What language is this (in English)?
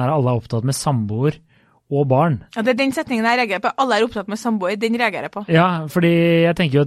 Norwegian